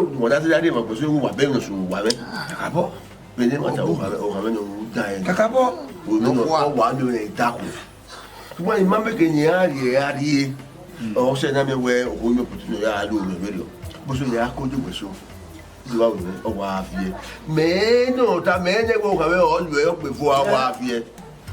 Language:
Bini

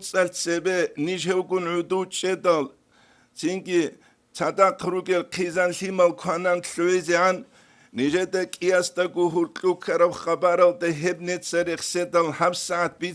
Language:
Avaric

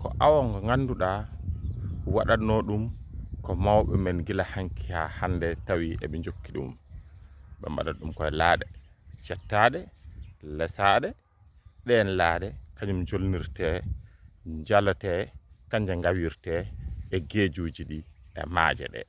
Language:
Fula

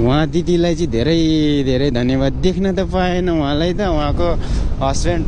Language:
Nepali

